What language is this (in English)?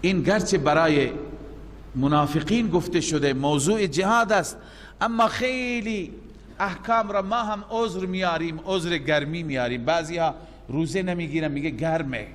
Persian